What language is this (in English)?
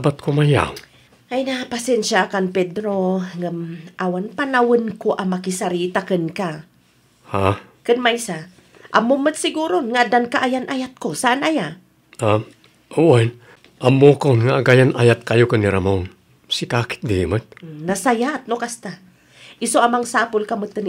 Iloko